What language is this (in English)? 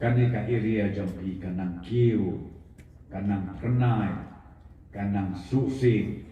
Khasi